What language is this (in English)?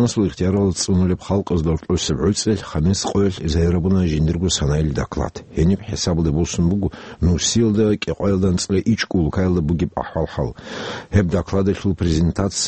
Avaric